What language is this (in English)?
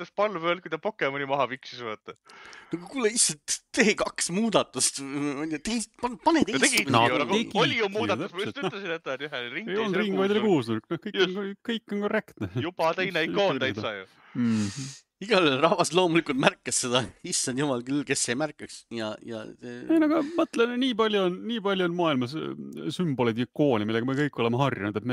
Estonian